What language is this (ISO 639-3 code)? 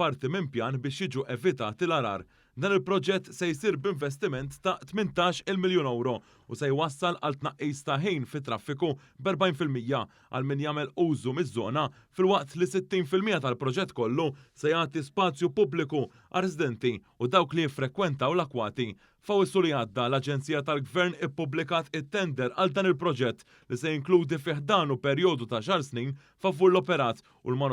mlt